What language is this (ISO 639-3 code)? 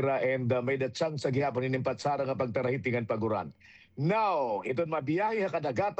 war